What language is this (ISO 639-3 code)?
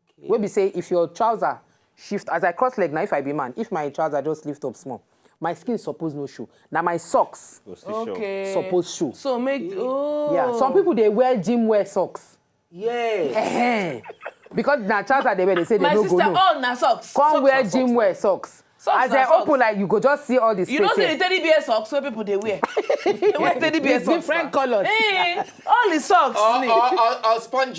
pcm